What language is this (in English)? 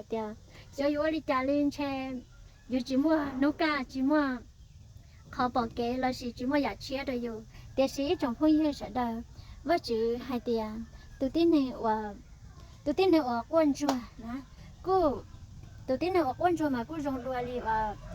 Hmong